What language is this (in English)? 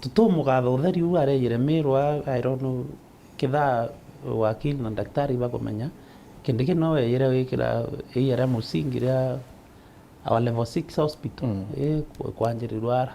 Meru